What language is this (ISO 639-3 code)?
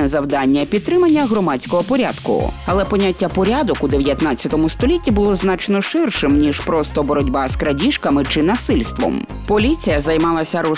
ukr